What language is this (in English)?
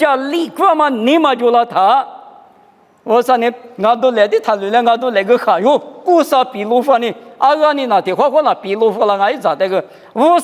Lisu